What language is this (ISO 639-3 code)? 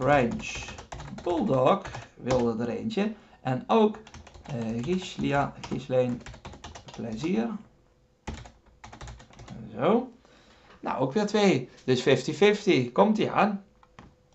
nld